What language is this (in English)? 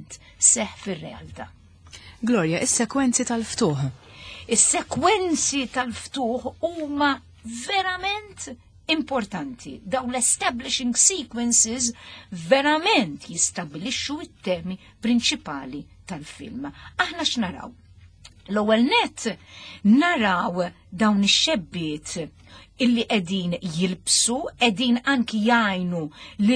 Maltese